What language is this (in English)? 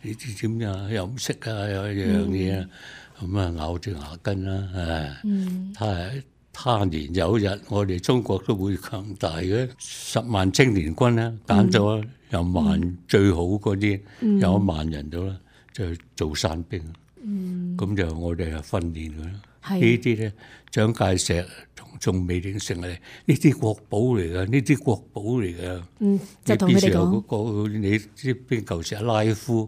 Cantonese